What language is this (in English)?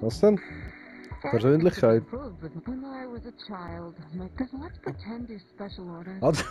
Swiss German